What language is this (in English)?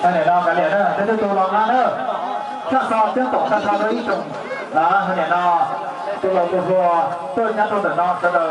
Hmong